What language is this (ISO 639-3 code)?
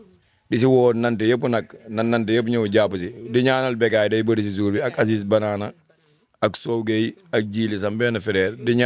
wol